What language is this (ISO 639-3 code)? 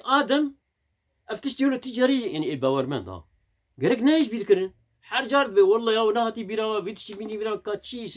kur